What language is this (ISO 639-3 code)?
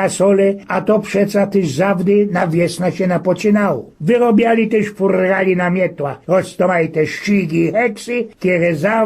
szl